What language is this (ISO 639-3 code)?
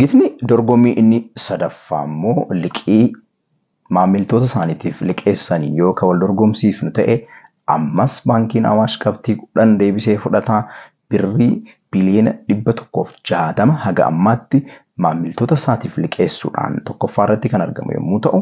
orm